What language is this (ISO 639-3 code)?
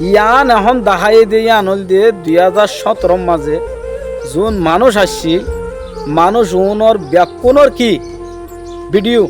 rhg